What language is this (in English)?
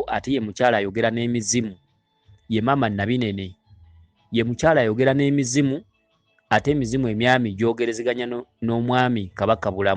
Ganda